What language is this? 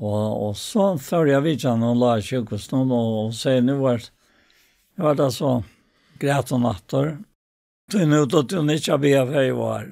Faroese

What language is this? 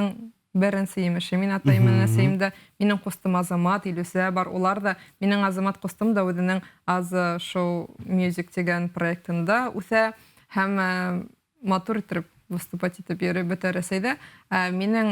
Bashkir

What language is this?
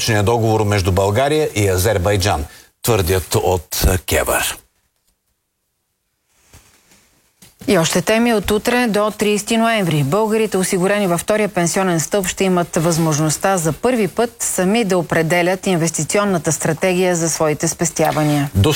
Bulgarian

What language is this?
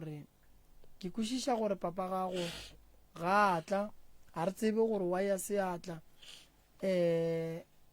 Northern Sotho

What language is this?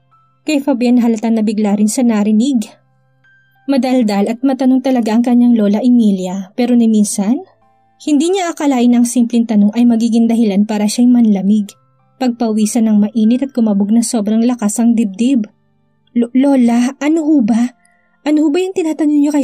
Filipino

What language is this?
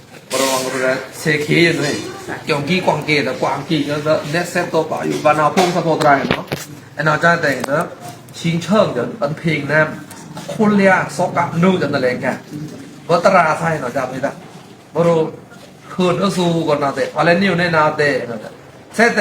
Pa'o Karen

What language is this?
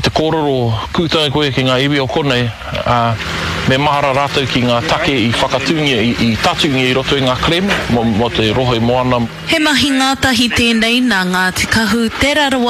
Māori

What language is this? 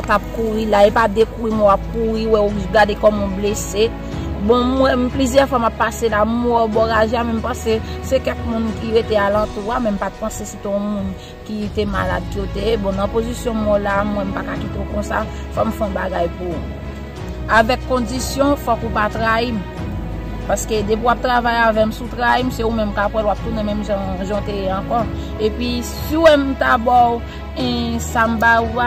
Haitian Creole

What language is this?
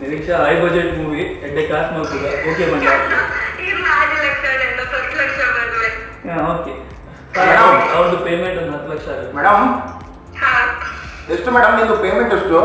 Tulu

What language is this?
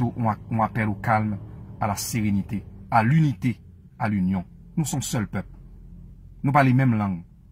Haitian Creole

